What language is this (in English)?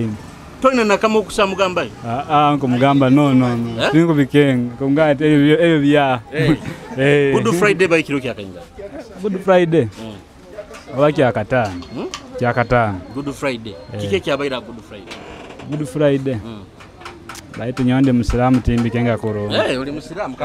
Nyoro